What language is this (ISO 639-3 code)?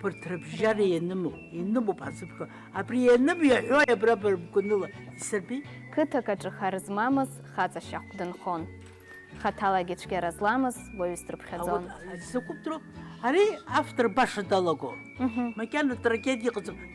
abk